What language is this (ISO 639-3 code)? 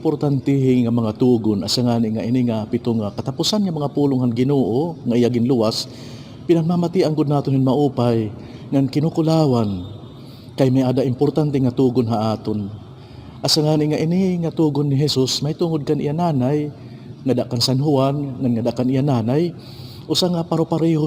war